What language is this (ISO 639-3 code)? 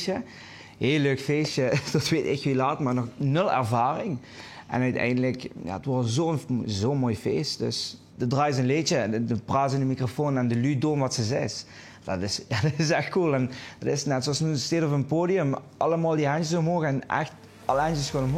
lim